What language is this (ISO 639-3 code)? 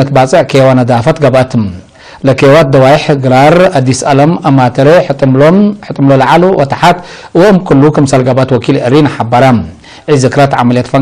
tig